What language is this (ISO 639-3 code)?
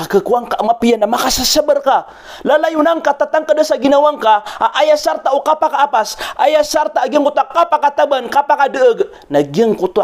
mrw